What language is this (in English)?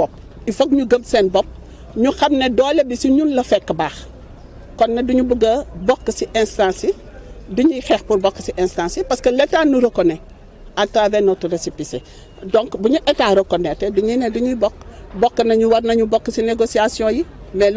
Wolof